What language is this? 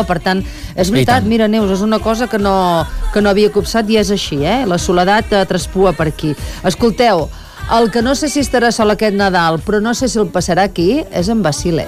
Catalan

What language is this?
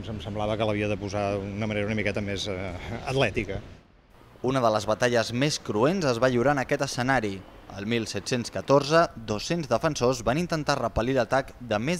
Catalan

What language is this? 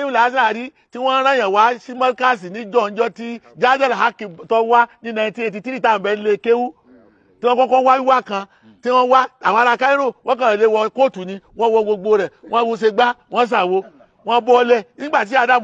Yoruba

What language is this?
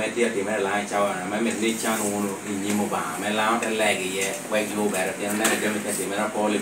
Lango (Uganda)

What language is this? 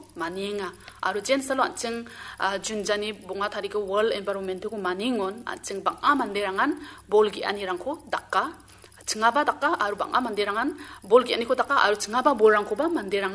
Garo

